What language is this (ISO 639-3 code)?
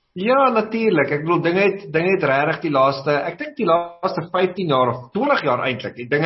afr